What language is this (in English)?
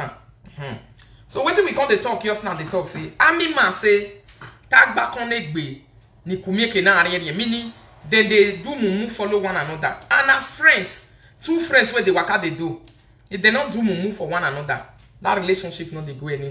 Nigerian Pidgin